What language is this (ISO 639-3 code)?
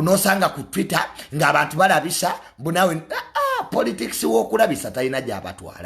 lug